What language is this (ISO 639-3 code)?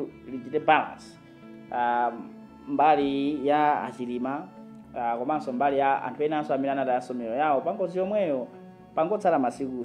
nya